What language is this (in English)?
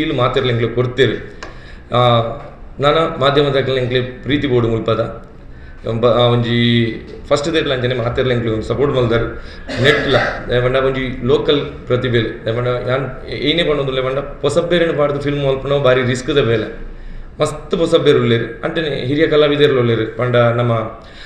Tulu